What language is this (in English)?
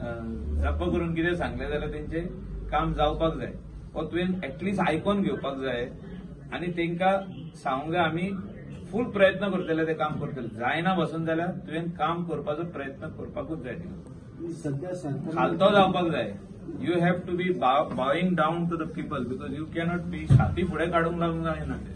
Konkani